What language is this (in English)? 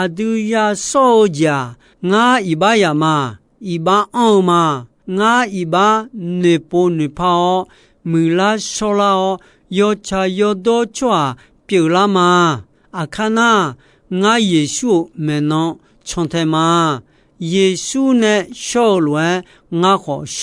Akha